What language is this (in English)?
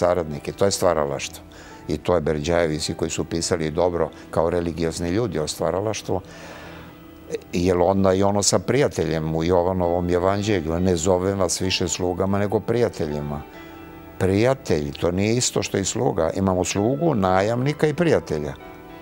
Serbian